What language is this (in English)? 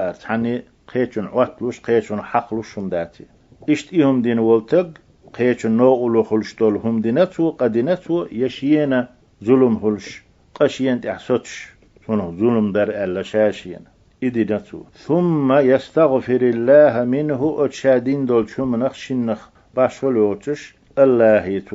Chechen